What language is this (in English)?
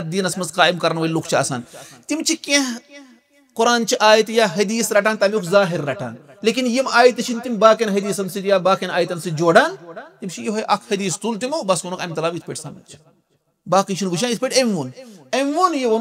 Kashmiri